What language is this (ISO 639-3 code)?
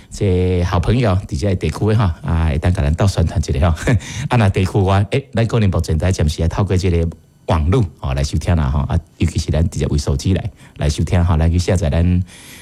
nan